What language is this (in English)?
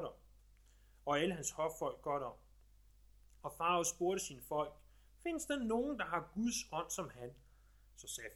Danish